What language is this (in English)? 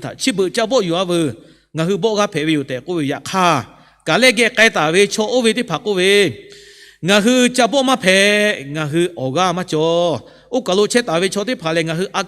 Lahu